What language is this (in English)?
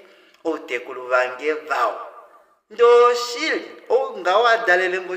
Kuanyama